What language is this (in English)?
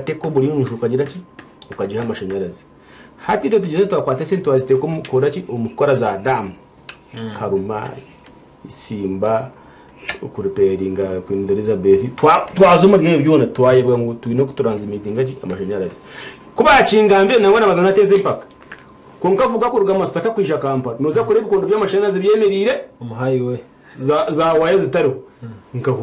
Nyankole